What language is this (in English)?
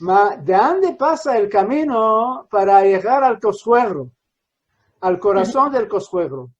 Ladino